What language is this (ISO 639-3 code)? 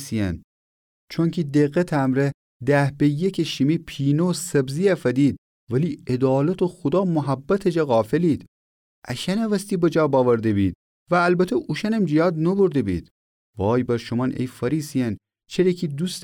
glk